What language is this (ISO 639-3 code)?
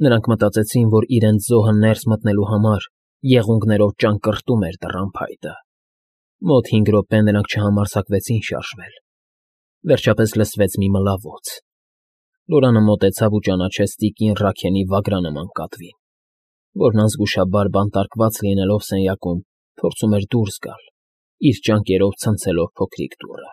hye